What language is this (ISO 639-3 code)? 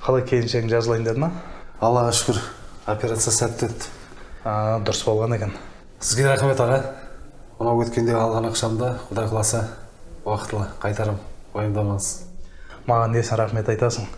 kaz